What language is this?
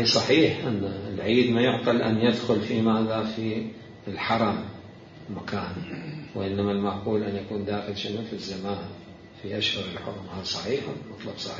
Mesopotamian Arabic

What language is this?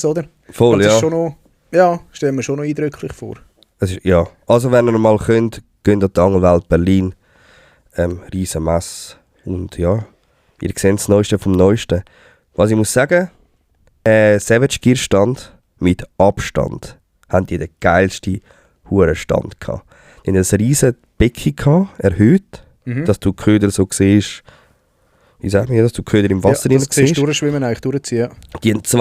Swiss German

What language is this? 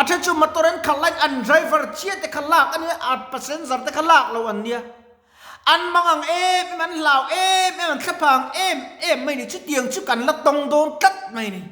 Mizo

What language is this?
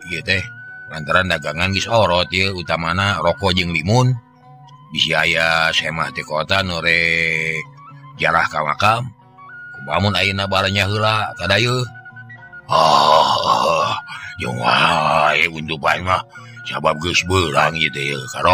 Sundanese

